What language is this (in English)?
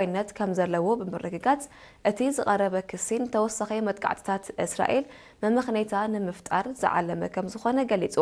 Tigrinya